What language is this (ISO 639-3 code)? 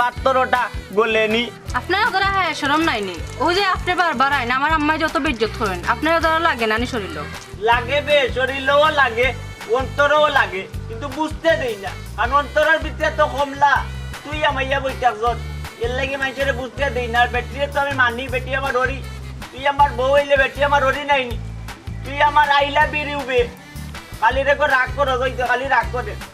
syl